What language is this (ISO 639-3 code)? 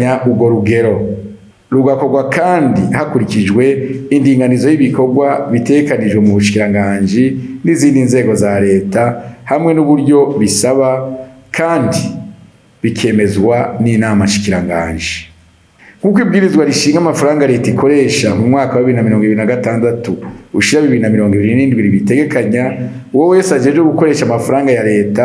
run